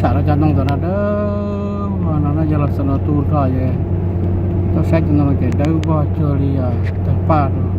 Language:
Hmong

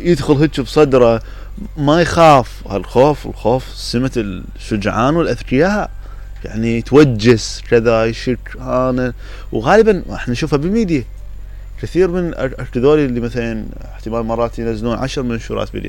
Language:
Mesopotamian Arabic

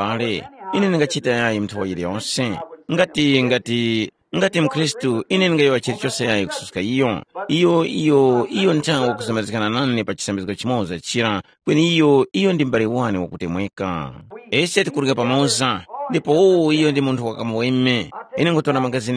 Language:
Tumbuka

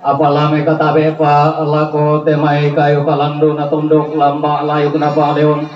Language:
Toraja-Sa'dan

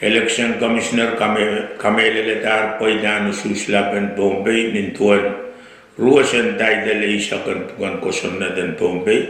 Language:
Pohnpeian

